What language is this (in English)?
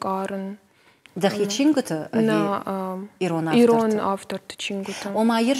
Ossetic